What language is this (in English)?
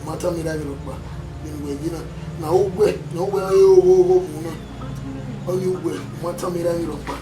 Bini